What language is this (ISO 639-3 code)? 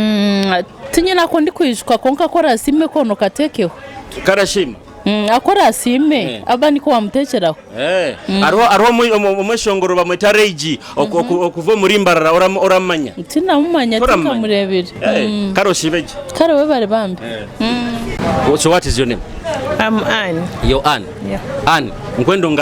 nyo